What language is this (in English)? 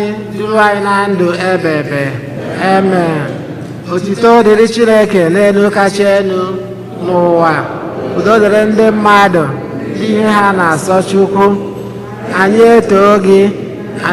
Igbo